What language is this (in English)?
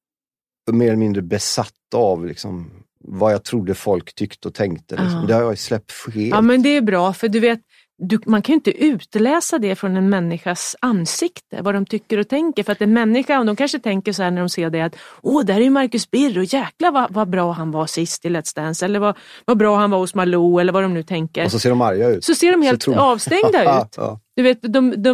Swedish